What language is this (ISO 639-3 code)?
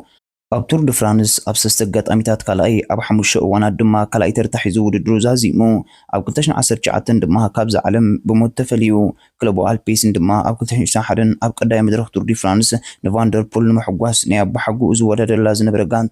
tir